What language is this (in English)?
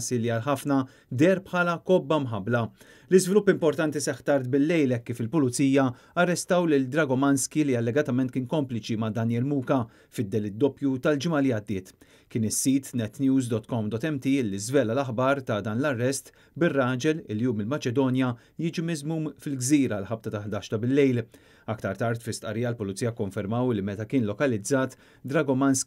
Maltese